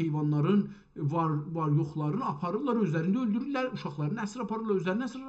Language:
South Azerbaijani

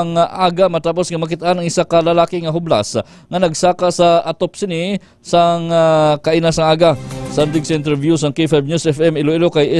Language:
Hiligaynon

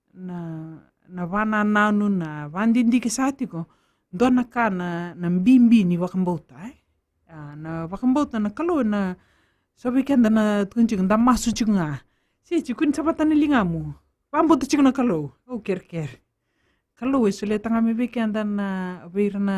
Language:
Fijian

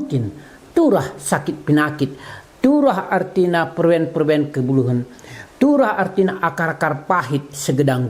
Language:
Batak Karo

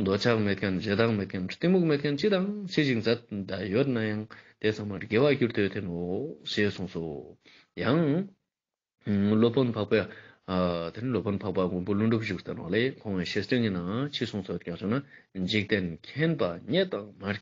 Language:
Ladakhi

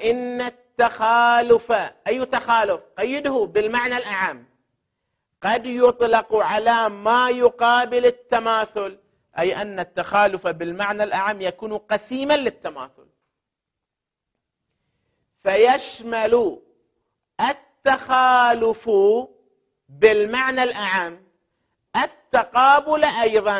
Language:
Arabic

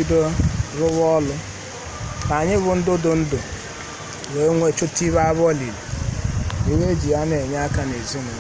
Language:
Igbo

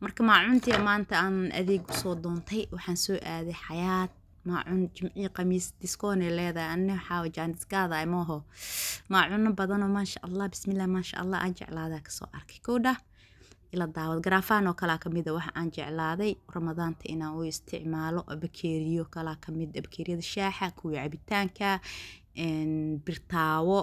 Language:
Somali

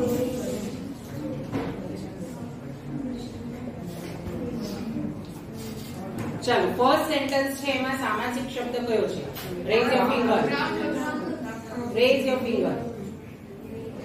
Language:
Gujarati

